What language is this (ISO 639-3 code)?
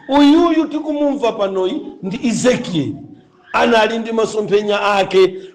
nya